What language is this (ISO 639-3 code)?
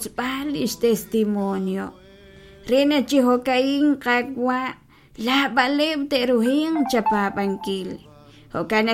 kek